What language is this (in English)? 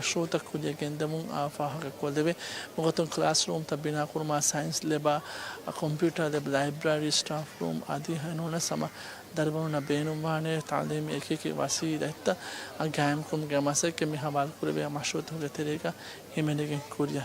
Divehi